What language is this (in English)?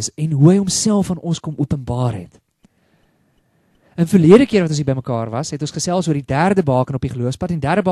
Afrikaans